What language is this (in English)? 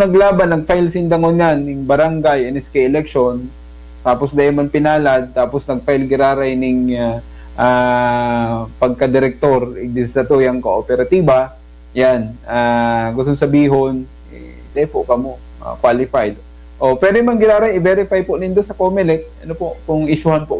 Bikol